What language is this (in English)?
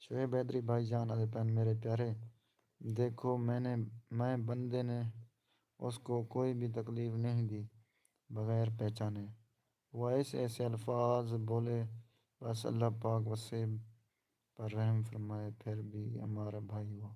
Saraiki